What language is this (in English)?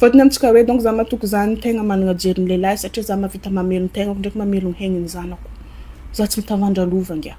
Malagasy